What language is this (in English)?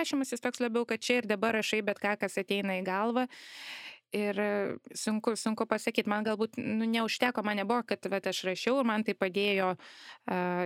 Lithuanian